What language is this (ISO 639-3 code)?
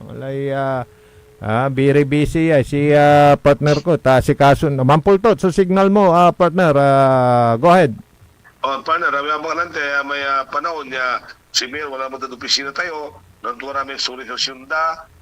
pag